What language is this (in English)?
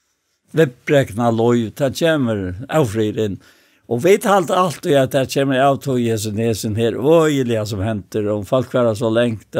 Faroese